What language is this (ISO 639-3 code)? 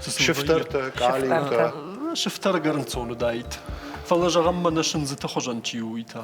oss